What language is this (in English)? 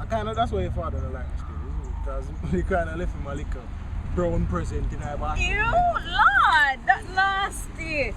Jamaican Creole English